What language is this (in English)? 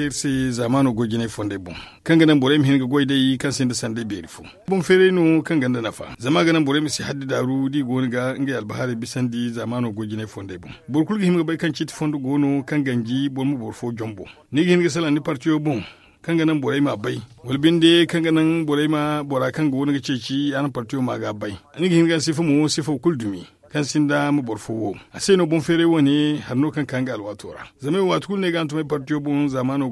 Zarma